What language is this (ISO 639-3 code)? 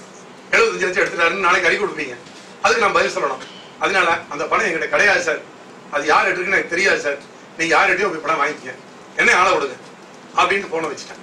tam